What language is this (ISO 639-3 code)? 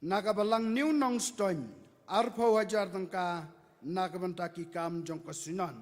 kha